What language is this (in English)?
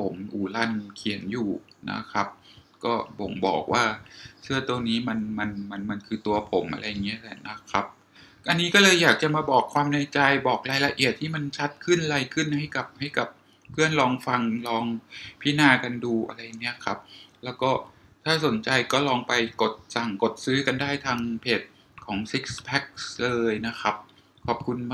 Thai